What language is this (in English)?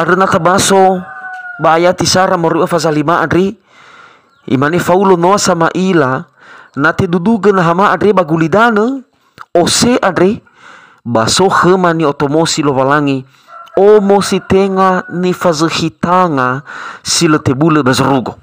Nias